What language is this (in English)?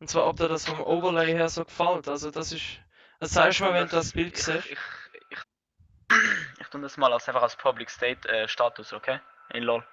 Swiss German